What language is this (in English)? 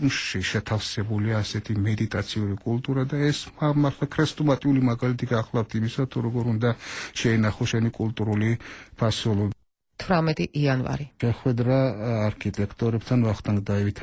Georgian